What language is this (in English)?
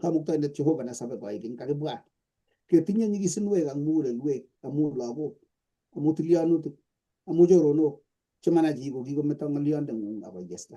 Kalenjin